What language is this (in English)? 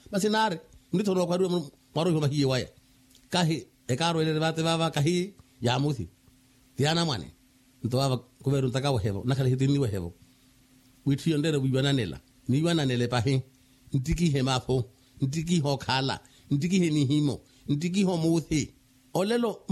Makhuwa